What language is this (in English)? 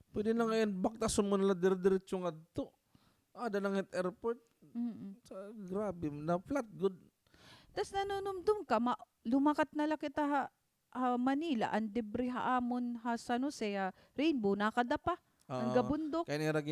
Waray